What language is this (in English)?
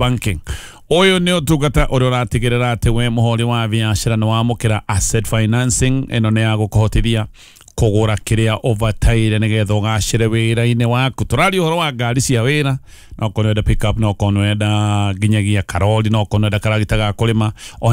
Kikuyu